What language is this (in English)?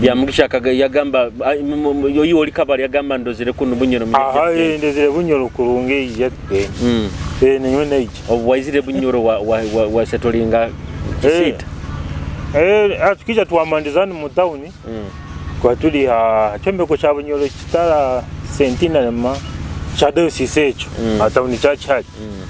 Nyoro